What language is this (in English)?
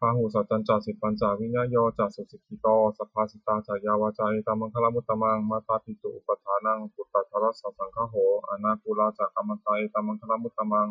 Pali